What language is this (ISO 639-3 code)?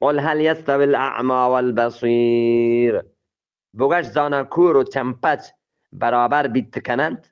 bgp